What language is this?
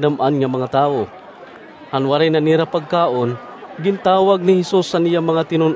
Waray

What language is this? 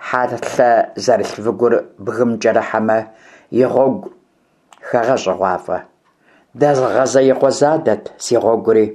Kabardian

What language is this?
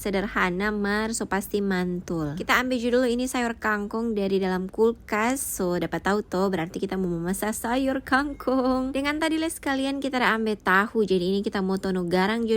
Manado Malay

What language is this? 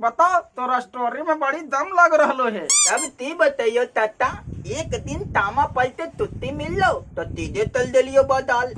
Magahi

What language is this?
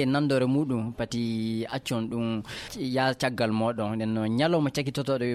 Fula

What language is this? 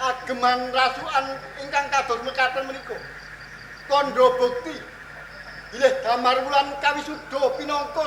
Javanese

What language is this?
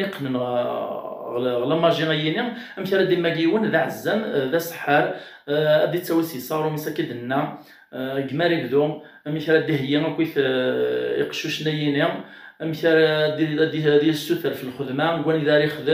Kabyle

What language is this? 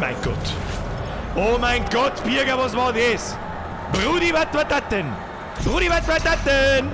Bavarian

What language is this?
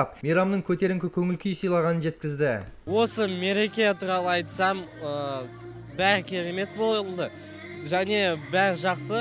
Kazakh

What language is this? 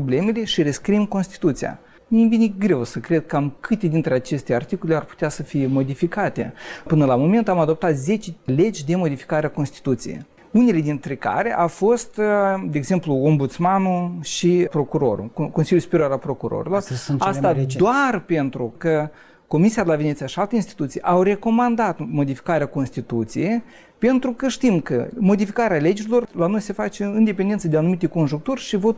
Romanian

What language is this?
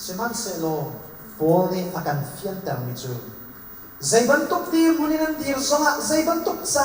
Hakha Chin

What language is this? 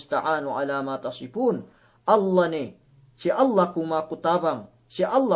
Yakan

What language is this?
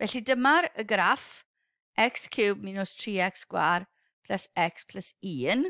Welsh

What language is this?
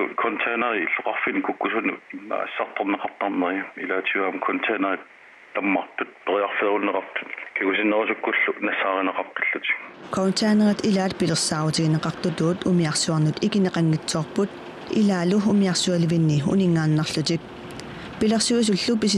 Kalaallisut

